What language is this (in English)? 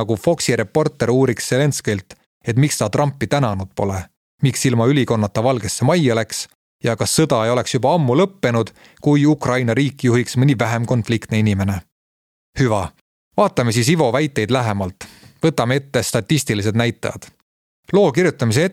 Estonian